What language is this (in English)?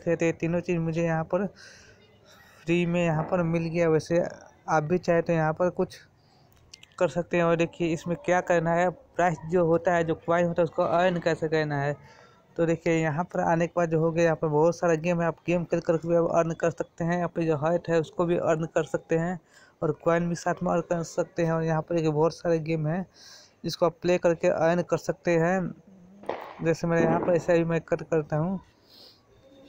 Hindi